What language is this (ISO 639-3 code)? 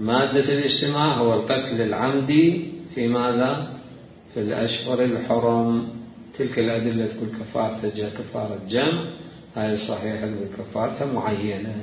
acm